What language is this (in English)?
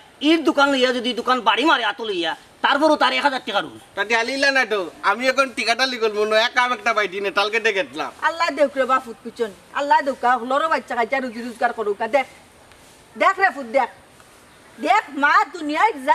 Sylheti